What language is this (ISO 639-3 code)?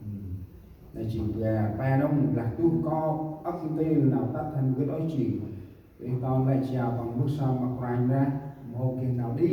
cmo